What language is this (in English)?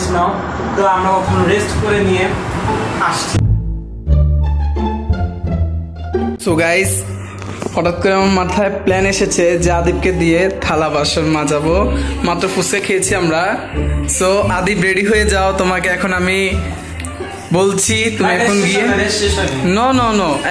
Bangla